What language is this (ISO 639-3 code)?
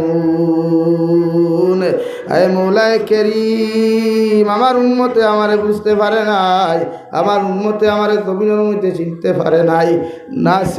syl